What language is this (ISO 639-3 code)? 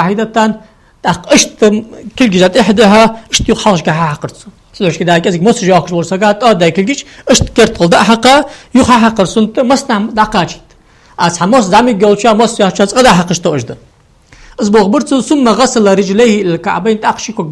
inh